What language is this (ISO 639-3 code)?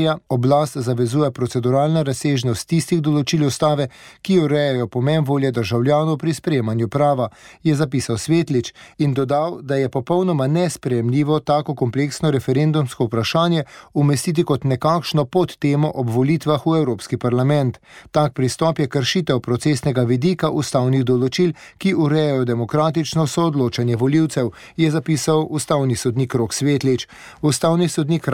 slv